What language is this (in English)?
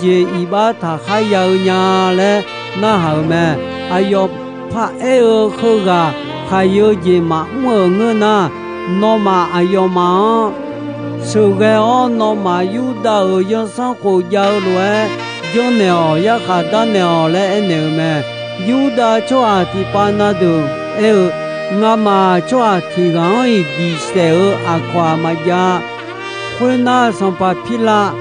Akha